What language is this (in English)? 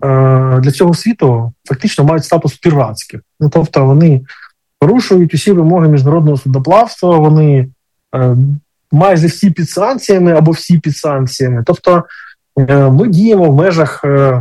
Ukrainian